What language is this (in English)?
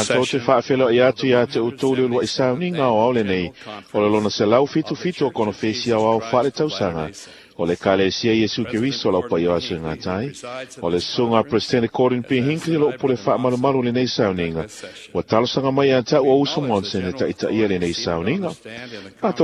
Samoan